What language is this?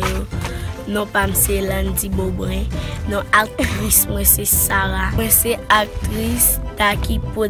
Haitian Creole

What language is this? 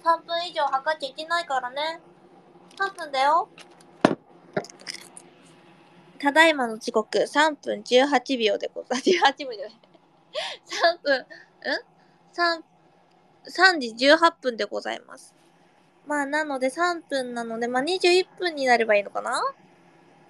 Japanese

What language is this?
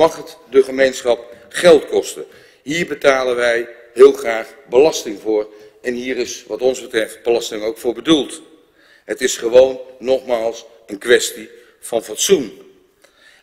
Dutch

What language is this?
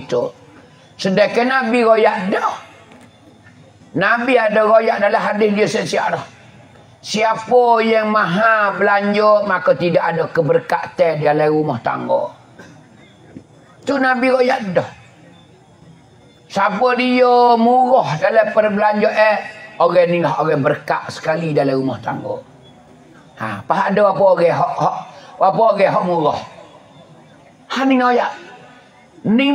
Pattani Malay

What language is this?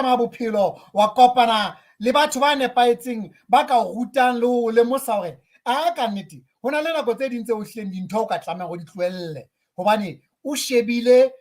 Southern Sotho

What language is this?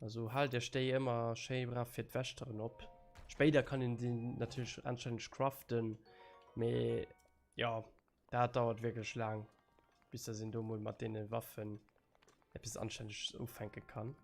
Luxembourgish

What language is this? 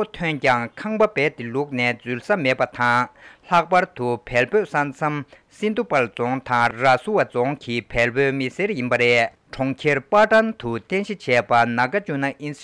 Tibetan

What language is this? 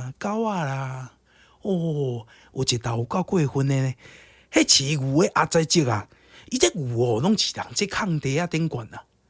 Min Nan Chinese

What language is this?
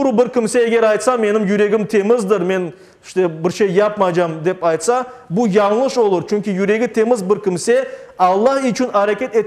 Crimean Tatar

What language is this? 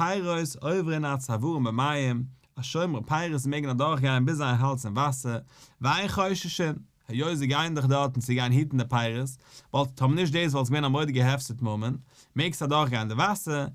Yiddish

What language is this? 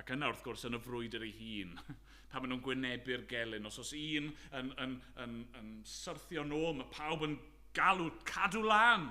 Welsh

